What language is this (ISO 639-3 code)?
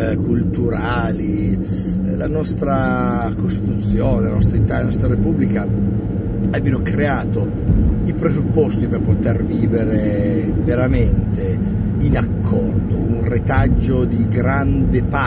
ita